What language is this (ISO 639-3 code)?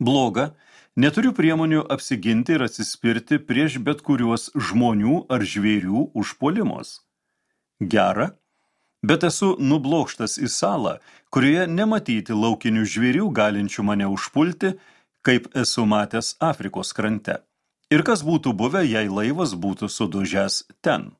lit